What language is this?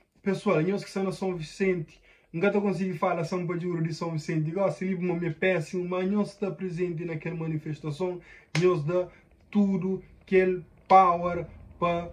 Kabuverdianu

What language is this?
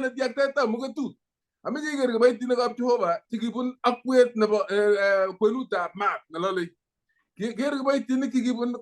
Kalenjin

